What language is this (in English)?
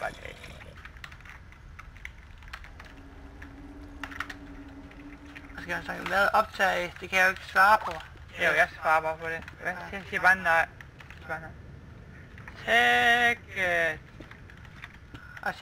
Danish